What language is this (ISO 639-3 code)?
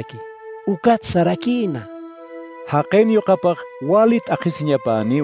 aym